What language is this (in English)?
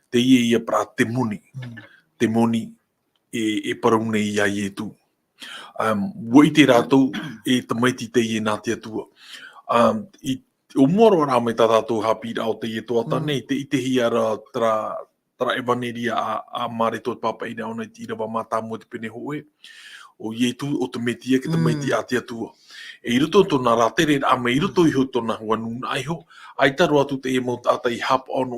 Tahitian